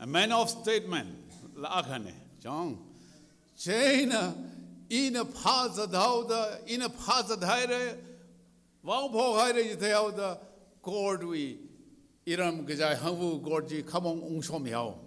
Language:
Tangkhul Naga (India)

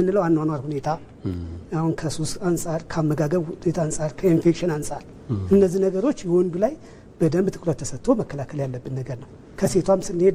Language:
Amharic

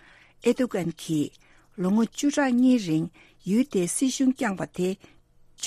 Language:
Tibetan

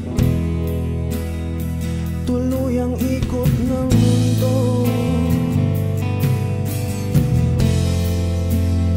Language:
Filipino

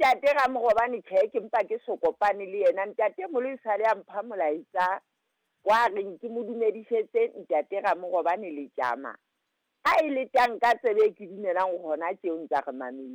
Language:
Southern Sotho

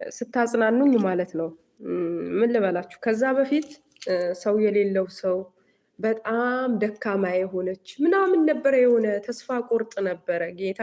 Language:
Amharic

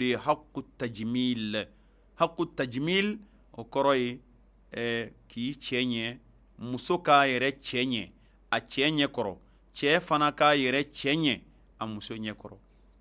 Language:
Bambara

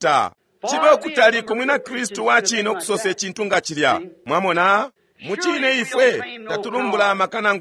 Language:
Bemba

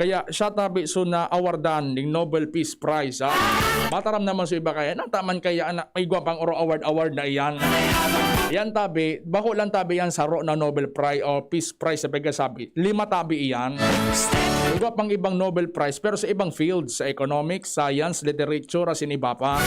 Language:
Bikol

